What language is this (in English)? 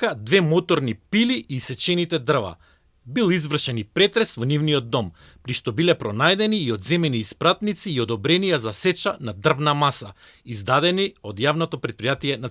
Macedonian